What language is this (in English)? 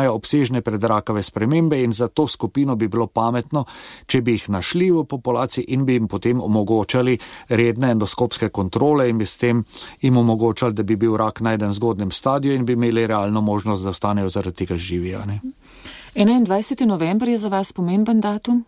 Slovenian